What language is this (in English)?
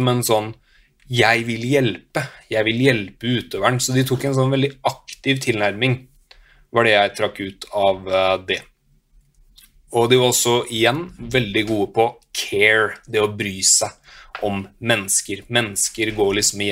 Norwegian